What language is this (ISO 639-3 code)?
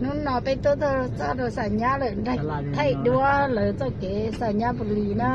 hmn